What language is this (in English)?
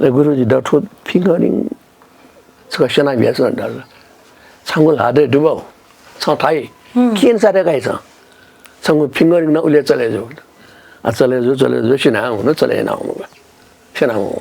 Newari